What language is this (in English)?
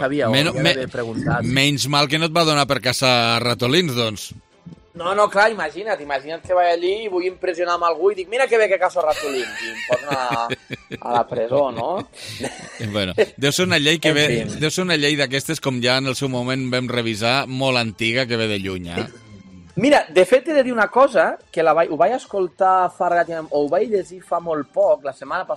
Catalan